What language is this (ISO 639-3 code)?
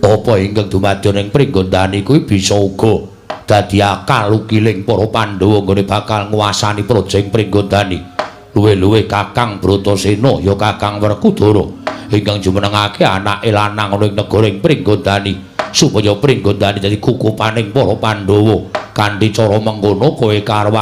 jav